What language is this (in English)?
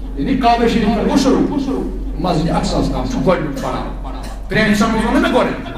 Kashmiri